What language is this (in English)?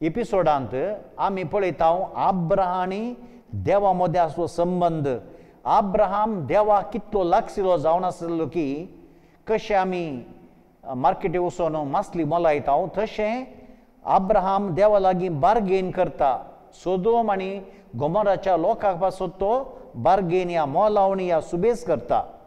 Konkani